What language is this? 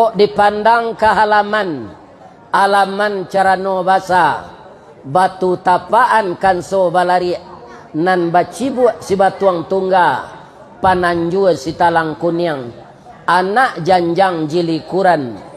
Minangkabau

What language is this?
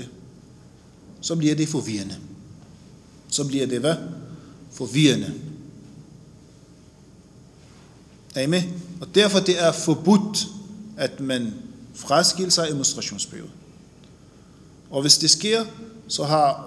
Danish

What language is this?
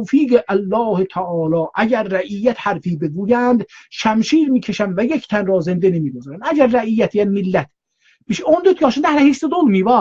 South Azerbaijani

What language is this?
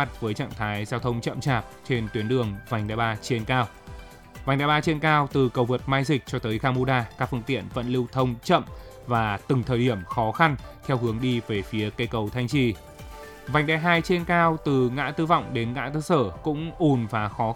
Vietnamese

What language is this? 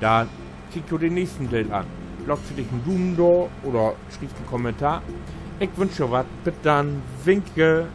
Low German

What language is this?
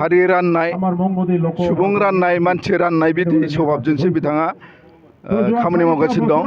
Bodo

